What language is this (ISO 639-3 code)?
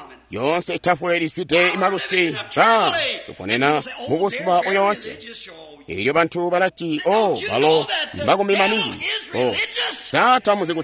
toi